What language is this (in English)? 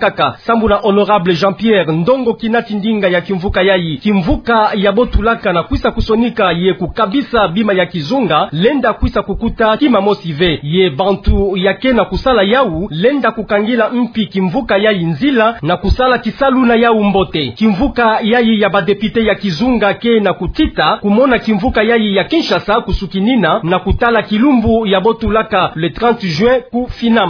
Kituba (Democratic Republic of Congo)